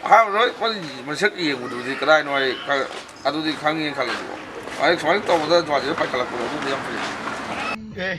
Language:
Manipuri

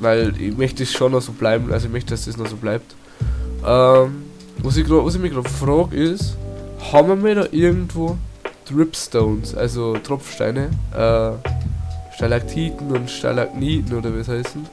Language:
Bavarian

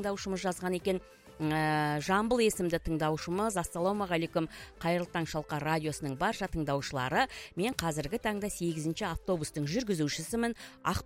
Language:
Kazakh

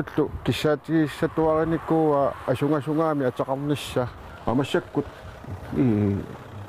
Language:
Kalaallisut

